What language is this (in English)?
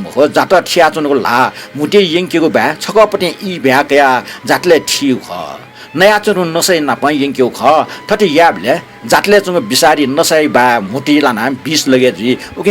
Newari